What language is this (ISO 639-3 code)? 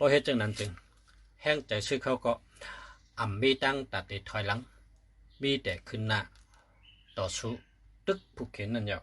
shn